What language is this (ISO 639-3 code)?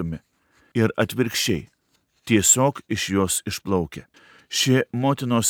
lit